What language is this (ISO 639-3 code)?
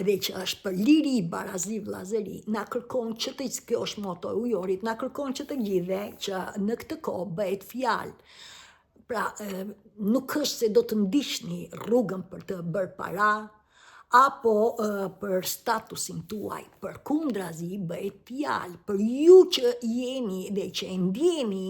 sqi